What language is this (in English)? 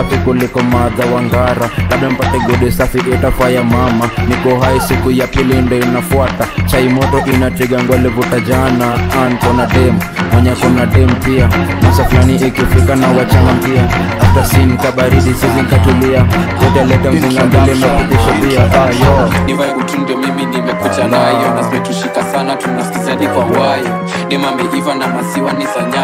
Swahili